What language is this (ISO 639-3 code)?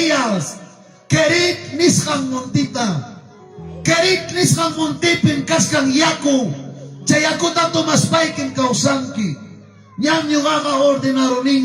quy